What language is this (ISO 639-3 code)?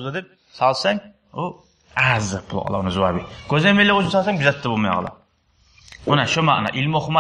kum